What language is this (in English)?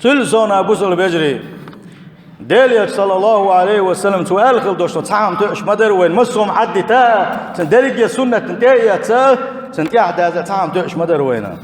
Chechen